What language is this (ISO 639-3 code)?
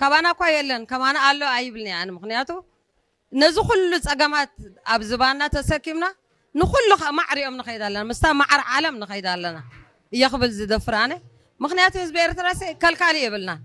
tir